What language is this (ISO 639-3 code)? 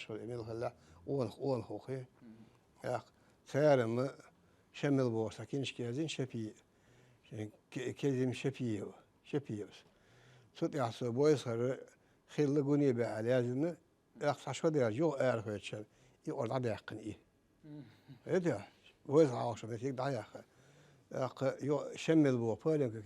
che